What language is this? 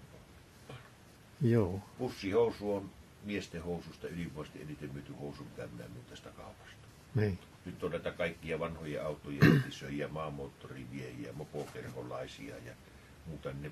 Finnish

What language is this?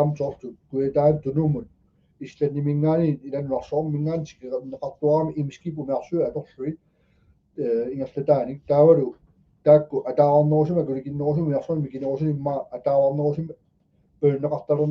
Kalaallisut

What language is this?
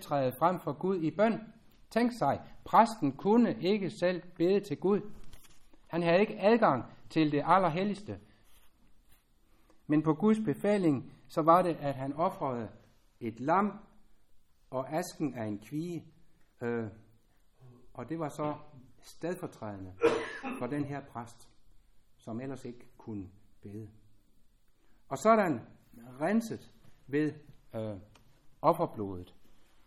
Danish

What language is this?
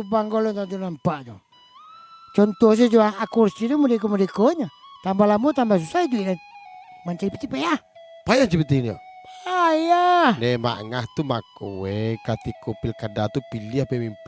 Minangkabau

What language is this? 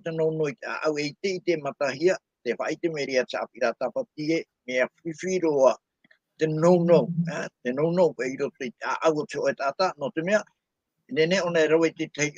Tahitian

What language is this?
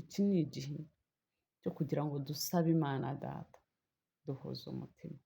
Kinyarwanda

